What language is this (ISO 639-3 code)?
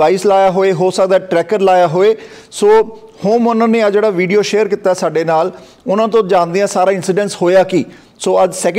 pan